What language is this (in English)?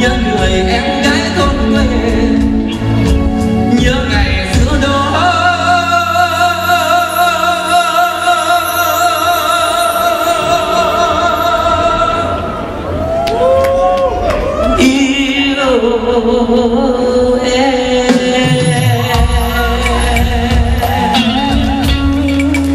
Vietnamese